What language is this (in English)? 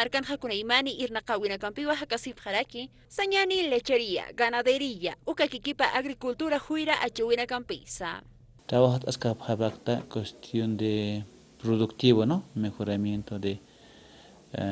Aymara